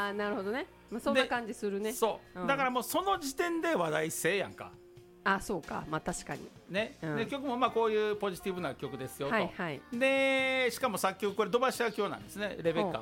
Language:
Japanese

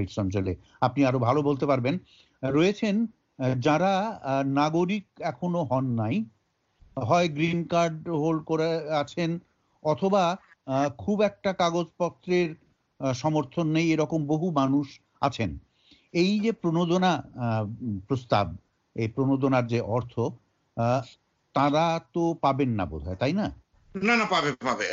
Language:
Bangla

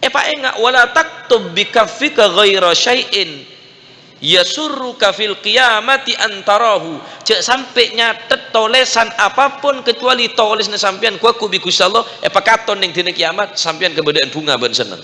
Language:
Madurese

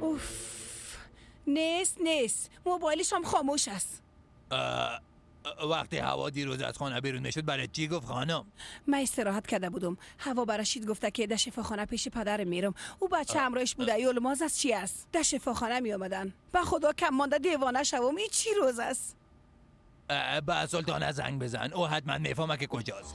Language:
Persian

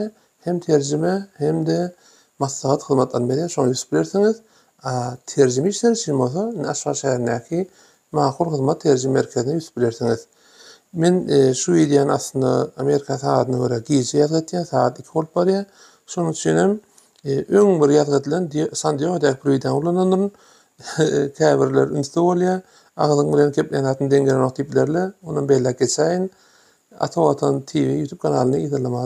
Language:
Turkmen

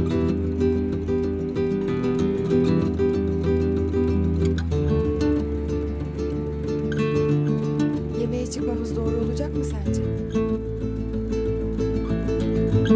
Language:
Turkish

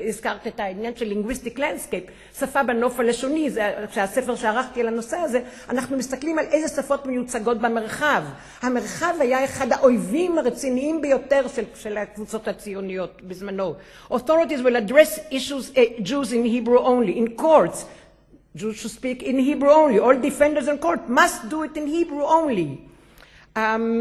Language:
Hebrew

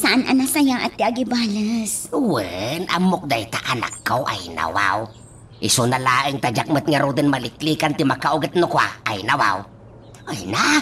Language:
Iloko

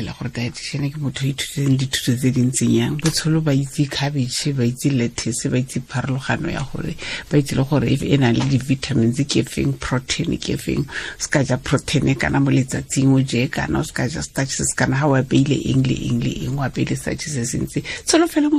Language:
Tswana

